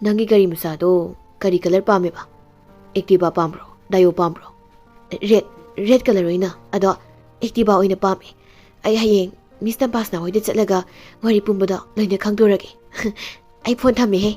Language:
Manipuri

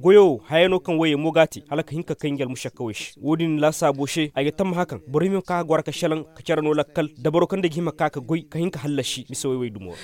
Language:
Koyraboro Senni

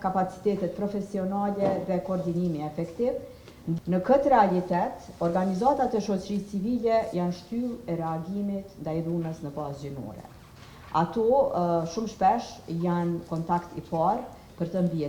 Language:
Albanian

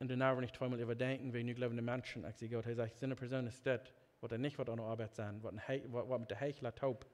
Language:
Plautdietsch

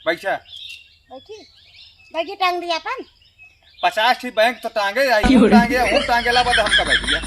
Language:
Awadhi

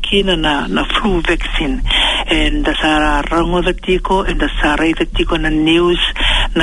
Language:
Fijian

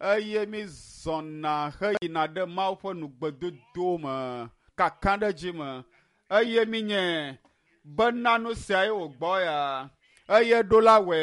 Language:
Ewe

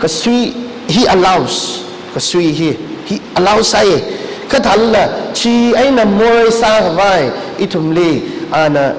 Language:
Tangkhul Naga (India)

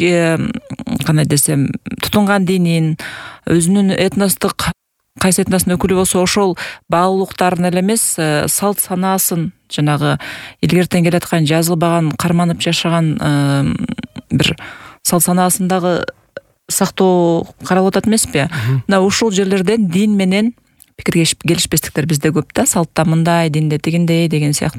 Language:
Kyrgyz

